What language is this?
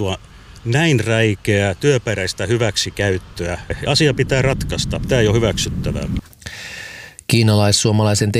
Finnish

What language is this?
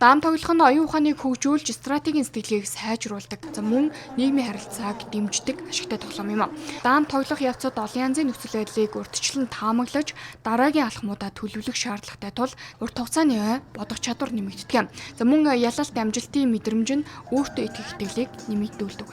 Mongolian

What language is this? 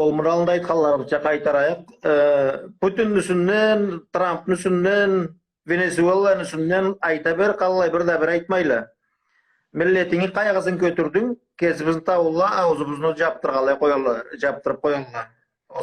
Karachay-Balkar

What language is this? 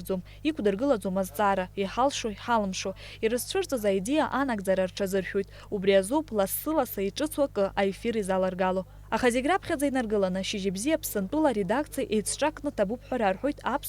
Abkhazian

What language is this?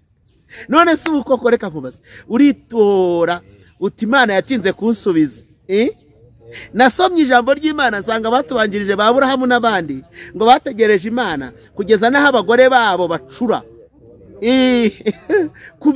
Kinyarwanda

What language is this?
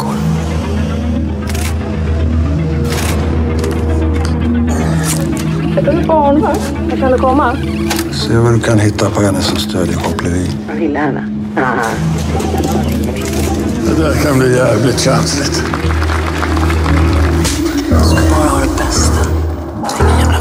Swedish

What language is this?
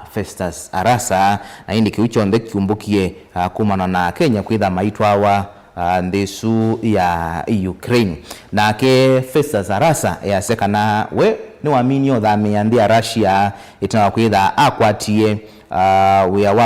Kamba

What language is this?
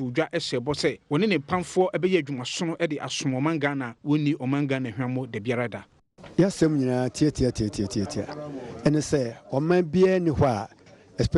Akan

